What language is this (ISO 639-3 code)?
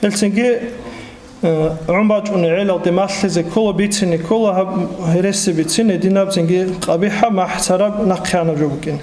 ava